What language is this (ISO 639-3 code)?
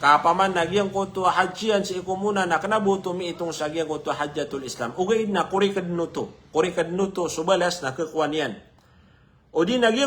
mrw